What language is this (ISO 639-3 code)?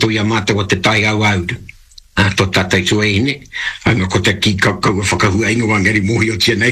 mri